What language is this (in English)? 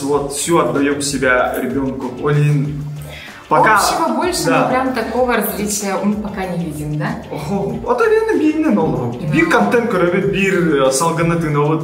Yakut